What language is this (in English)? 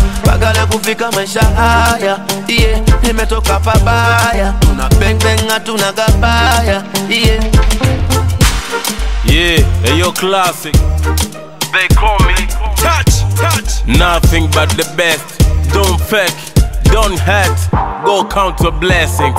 Swahili